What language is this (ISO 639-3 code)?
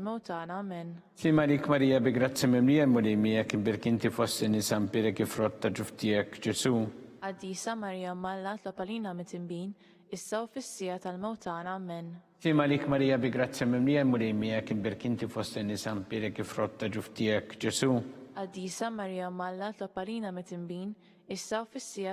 mlt